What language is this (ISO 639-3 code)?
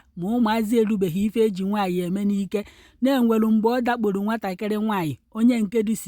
ibo